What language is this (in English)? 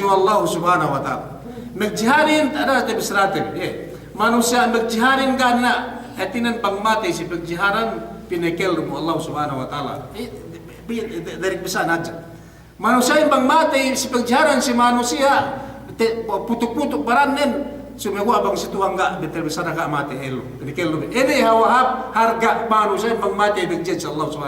Yakan